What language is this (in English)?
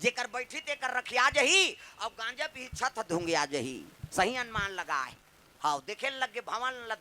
Chhattisgarhi